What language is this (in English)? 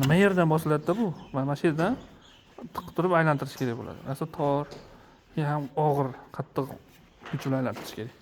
Uzbek